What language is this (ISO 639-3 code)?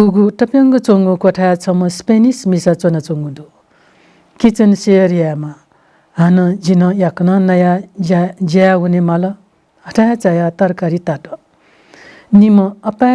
new